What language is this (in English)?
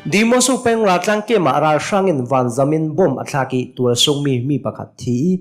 Hakha Chin